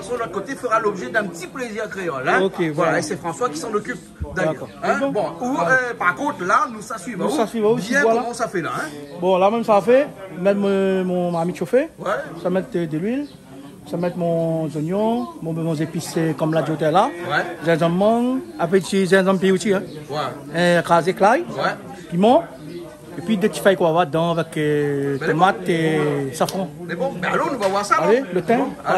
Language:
Réunion Creole French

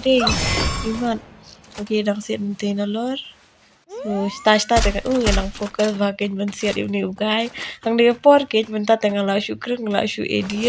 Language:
Khasi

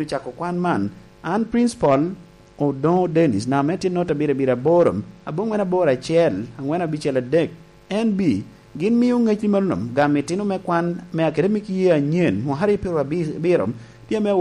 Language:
Lango (Uganda)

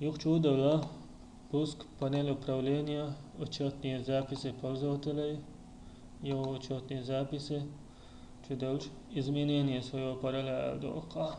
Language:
Chechen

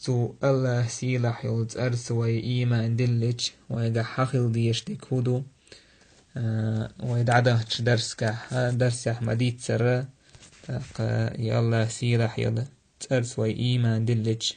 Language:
Chechen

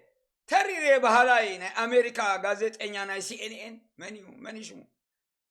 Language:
Tigrinya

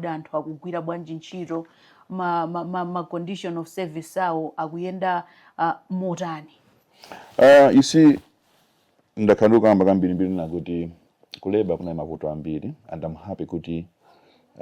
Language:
Nyanja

